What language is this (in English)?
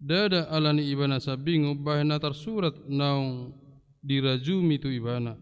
Batak Toba